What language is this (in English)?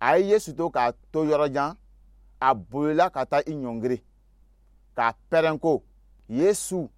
Dyula